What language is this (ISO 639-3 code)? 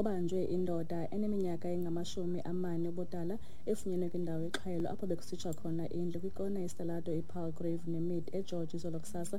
xho